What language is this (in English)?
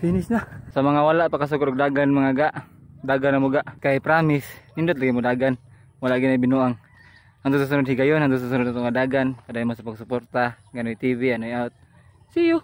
Cebuano